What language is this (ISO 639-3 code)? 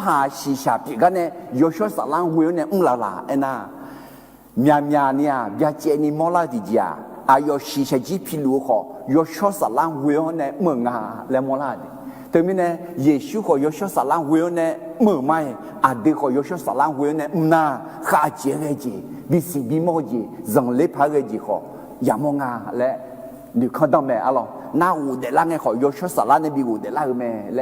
ahk